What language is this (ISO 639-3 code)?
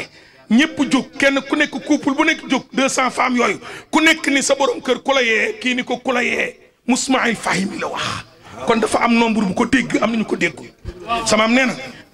wol